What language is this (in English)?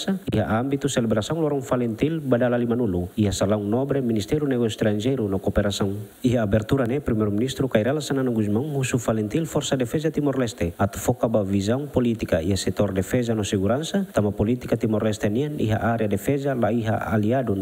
Tetum